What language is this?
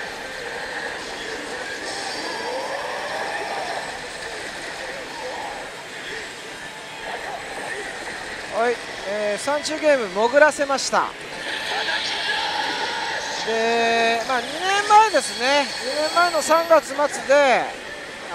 Japanese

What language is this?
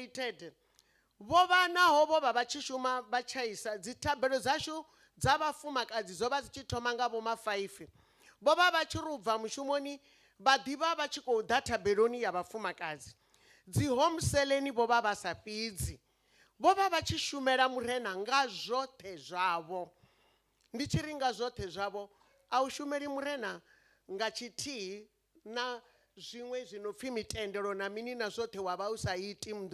Venda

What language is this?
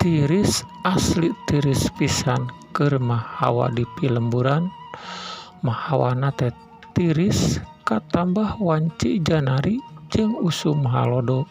Sundanese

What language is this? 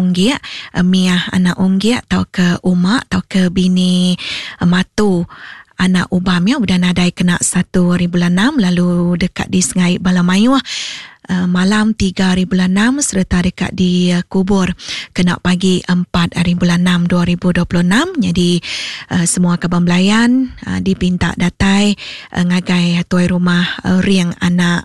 Iban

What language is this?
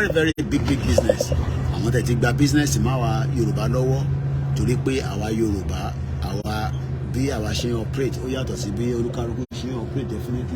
Yoruba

